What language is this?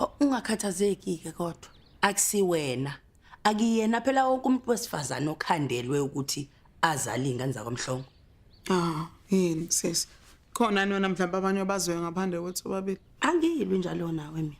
Zulu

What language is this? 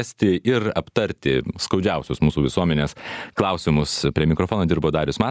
Lithuanian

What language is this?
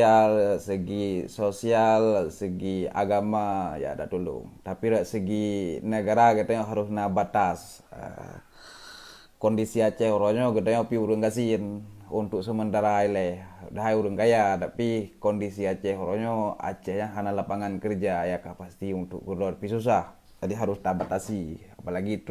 Achinese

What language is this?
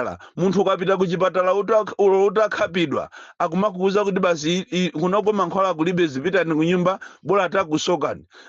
Nyanja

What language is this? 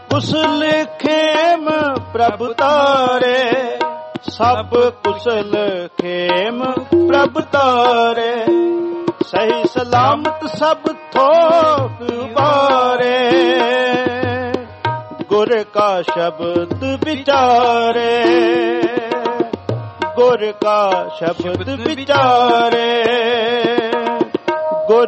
Punjabi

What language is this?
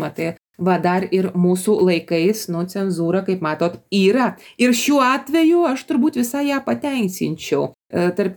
Lithuanian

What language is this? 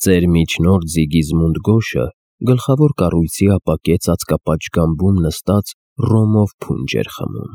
Armenian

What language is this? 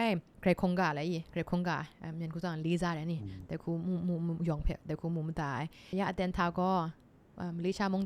Kachin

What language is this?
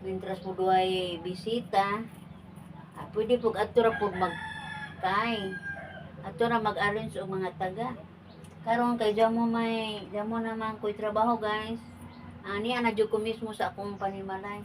Cebuano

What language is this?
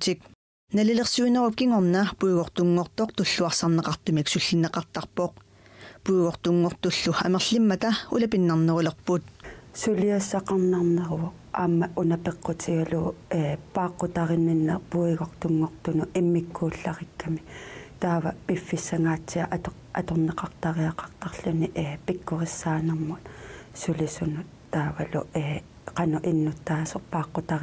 Kalaallisut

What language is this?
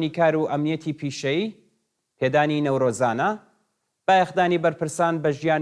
Central Kurdish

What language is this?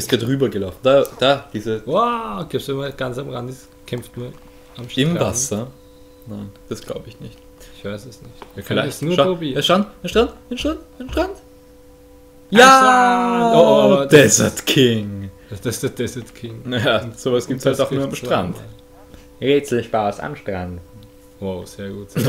German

